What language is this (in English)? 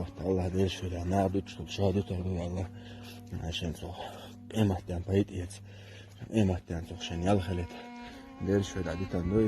Chechen